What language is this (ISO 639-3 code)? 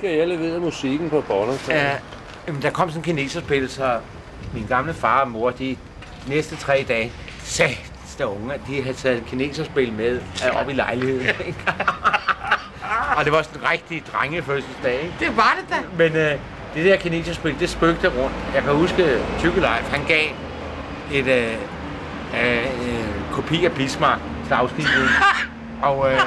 dan